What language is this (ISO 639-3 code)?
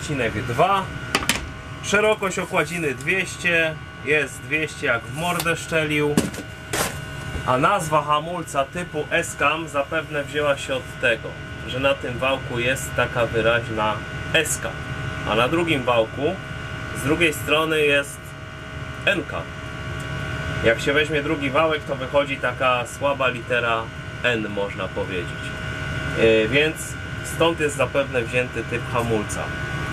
pol